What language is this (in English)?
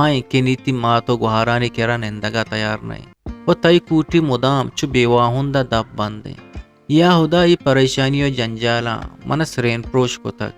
Eastern Balochi